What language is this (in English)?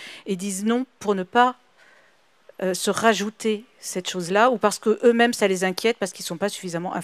French